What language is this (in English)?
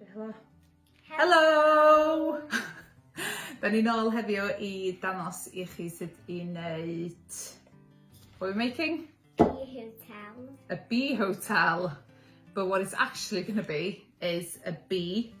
Welsh